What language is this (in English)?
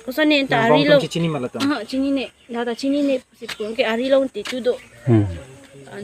Karbi